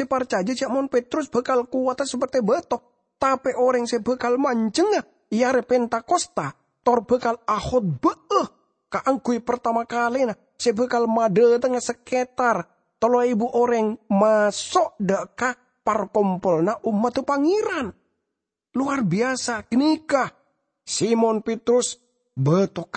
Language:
Madurese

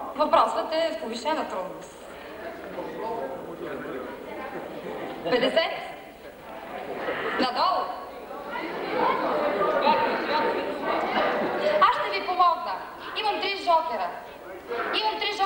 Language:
Bulgarian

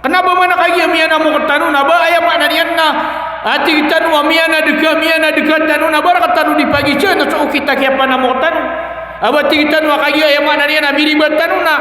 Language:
Maranao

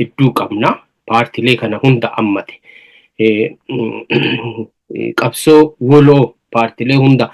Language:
Oromo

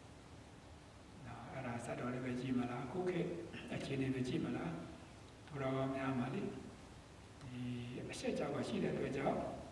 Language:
Burmese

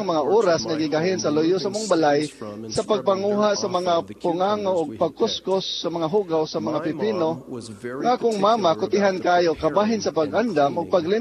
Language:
Cebuano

